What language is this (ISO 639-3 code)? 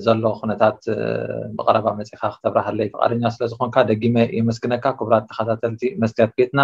tir